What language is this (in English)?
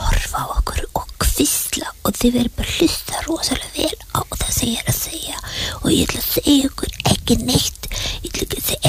Icelandic